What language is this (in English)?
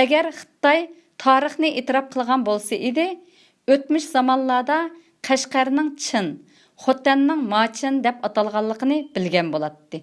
Uyghur